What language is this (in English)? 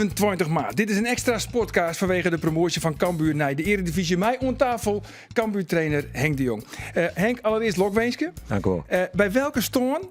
Western Frisian